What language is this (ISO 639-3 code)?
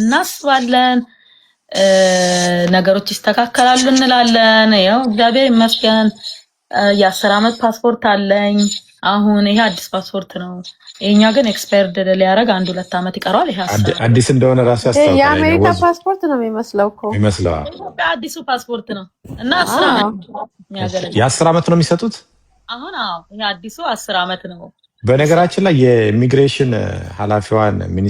amh